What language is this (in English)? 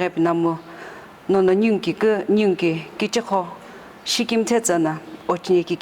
Sumi Naga